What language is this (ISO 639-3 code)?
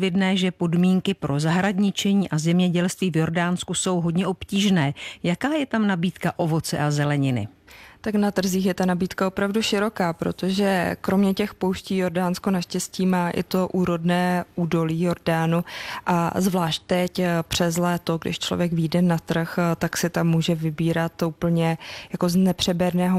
ces